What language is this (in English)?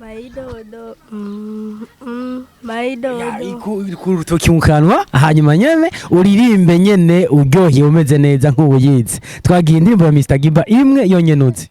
Rundi